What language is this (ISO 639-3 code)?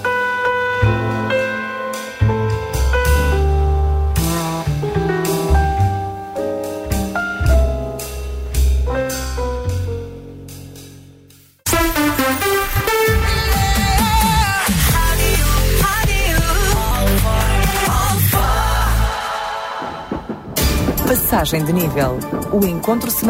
por